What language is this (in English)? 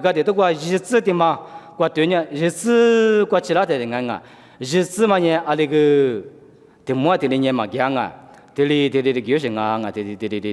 Lisu